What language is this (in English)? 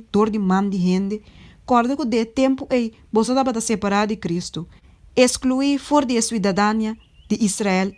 Papiamento